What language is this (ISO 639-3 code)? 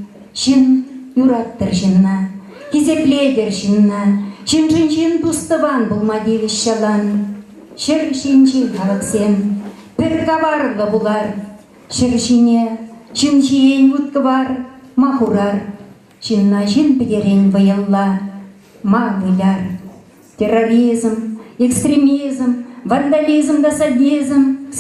chv